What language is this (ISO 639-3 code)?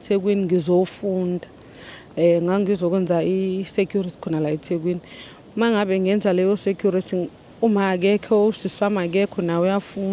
zul